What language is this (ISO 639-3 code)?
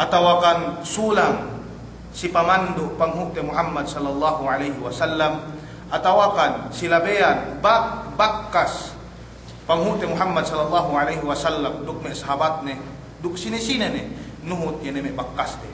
yka